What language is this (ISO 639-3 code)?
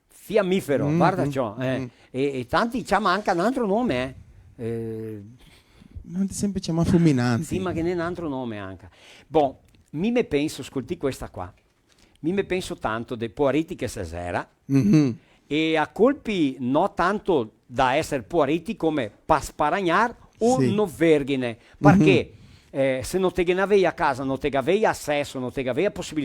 vec